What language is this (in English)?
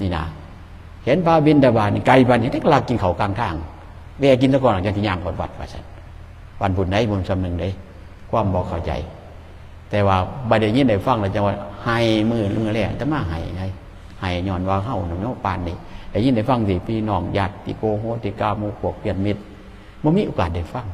Northeastern Thai